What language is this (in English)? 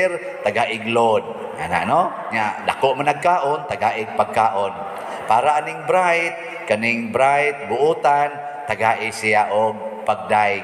Cebuano